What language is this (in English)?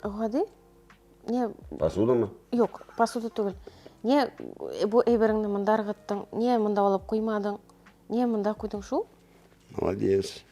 Tatar